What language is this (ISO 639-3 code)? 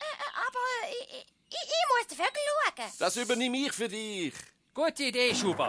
gsw